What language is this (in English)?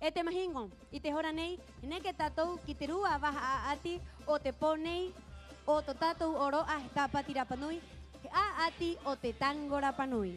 Rapanui